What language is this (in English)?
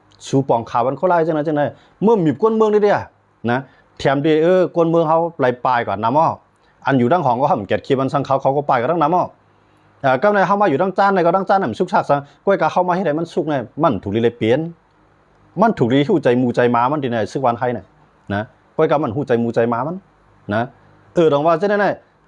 Shan